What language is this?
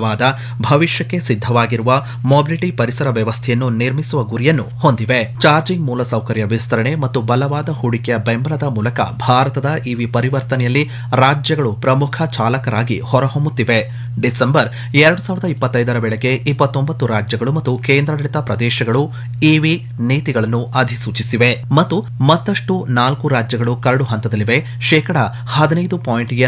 Kannada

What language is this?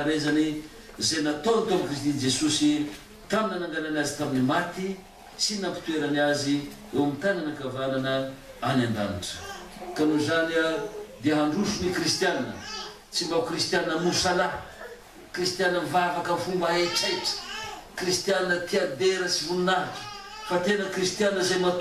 Malagasy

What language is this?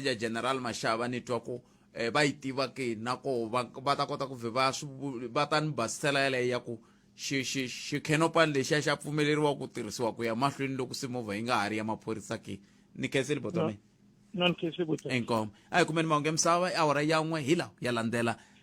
Tsonga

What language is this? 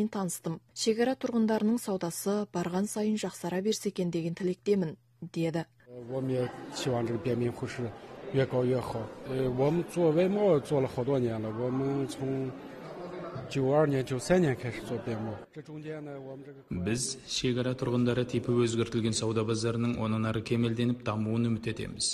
Kazakh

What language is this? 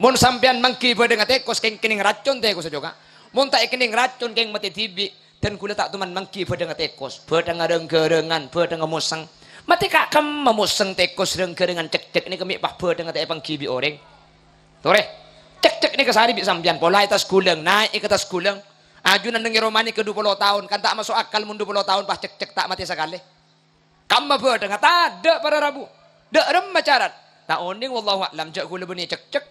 Madurese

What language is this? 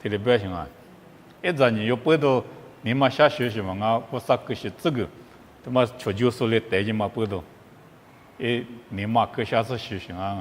Lisu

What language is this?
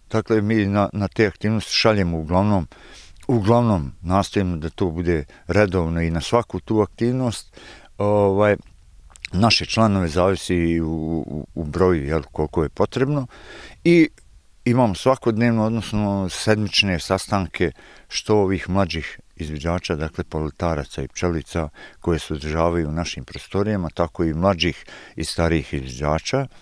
Bosnian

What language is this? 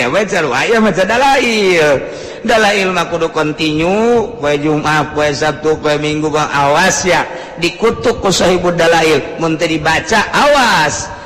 Sundanese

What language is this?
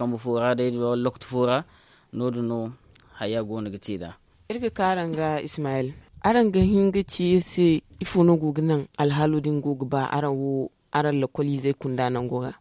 Zarma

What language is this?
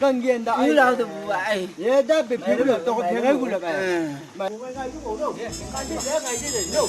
Chang Naga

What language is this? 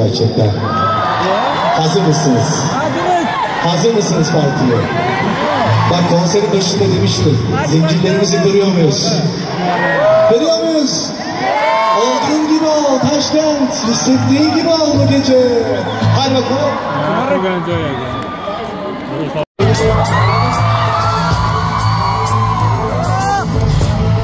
Turkish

